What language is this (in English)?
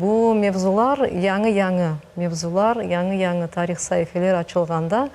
Crimean Tatar